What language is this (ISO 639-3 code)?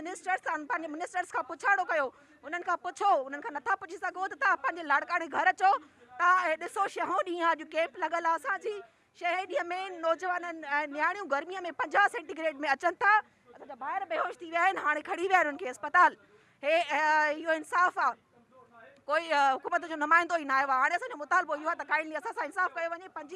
snd